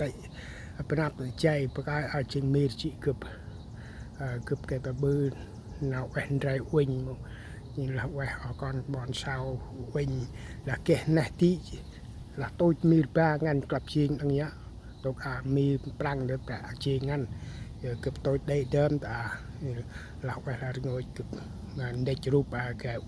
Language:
Central Mnong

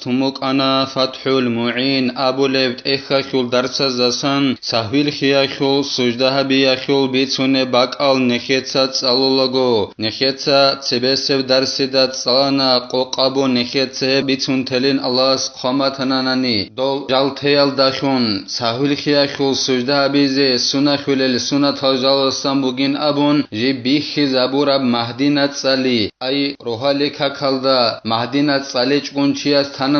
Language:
Avaric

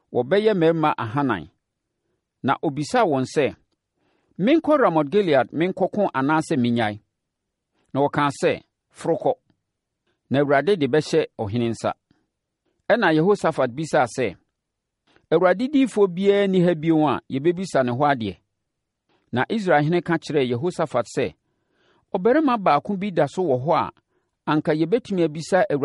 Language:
Akan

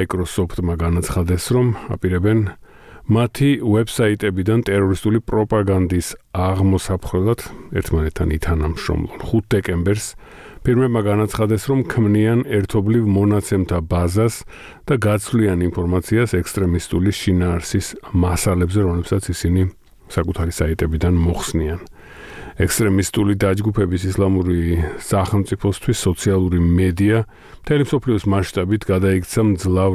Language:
Georgian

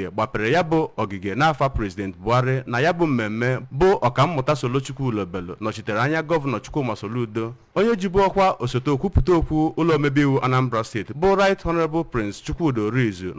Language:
Igbo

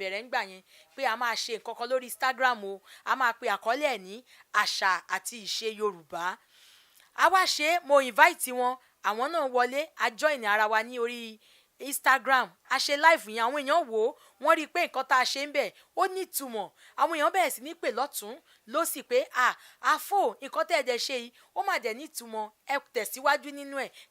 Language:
Yoruba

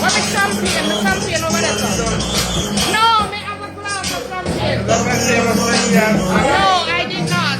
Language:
Jamaican Creole English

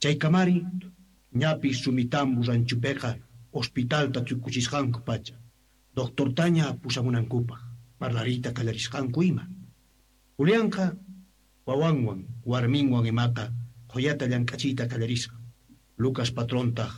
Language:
South Bolivian Quechua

